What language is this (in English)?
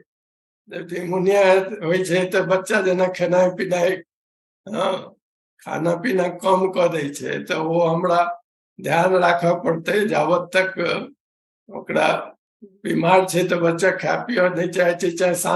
Maithili